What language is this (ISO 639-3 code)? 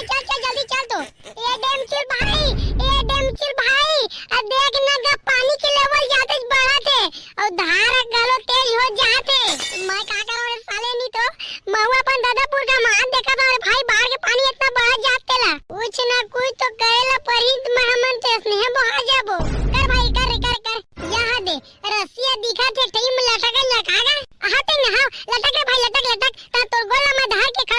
hne